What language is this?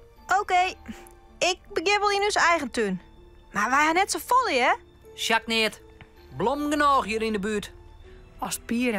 Western Frisian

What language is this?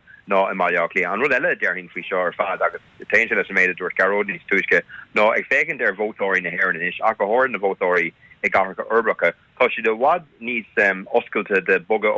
Irish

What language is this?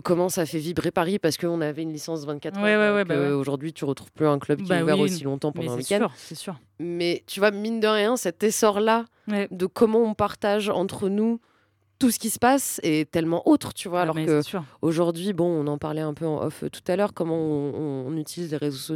French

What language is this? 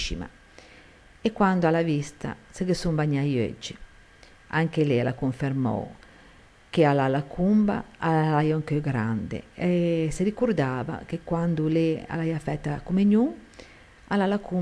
Ligurian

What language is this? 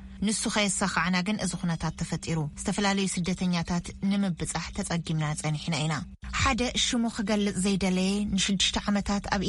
Tigrinya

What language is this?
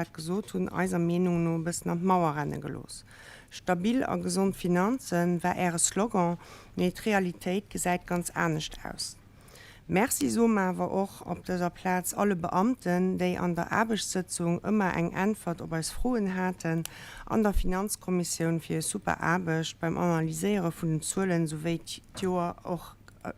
Luxembourgish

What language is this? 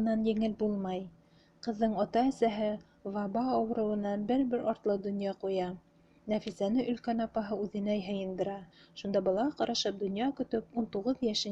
Bashkir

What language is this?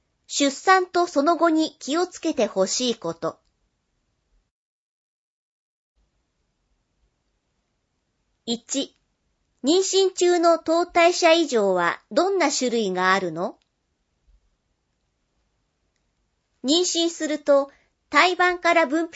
Japanese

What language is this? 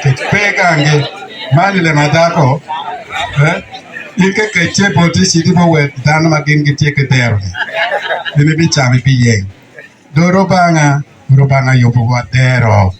Acoli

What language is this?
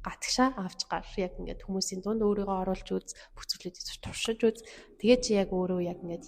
Mongolian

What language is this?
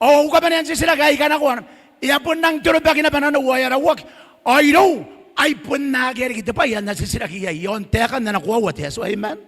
Gilbertese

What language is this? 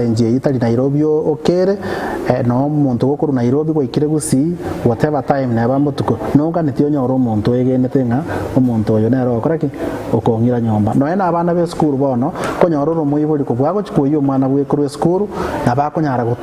Gusii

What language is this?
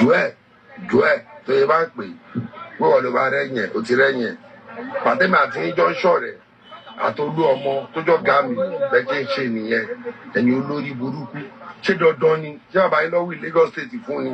Yoruba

